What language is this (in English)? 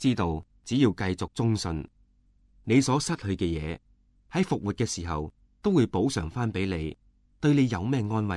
Cantonese